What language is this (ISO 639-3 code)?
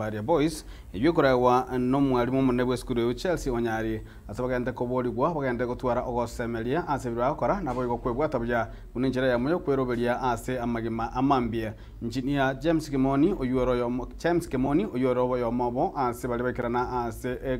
guz